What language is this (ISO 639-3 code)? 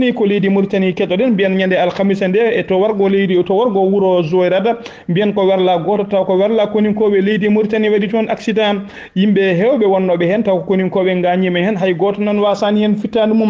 ful